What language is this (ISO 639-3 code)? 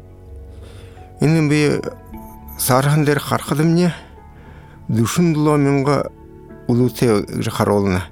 bua